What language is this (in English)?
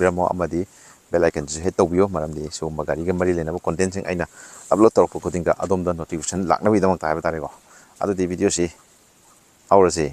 Manipuri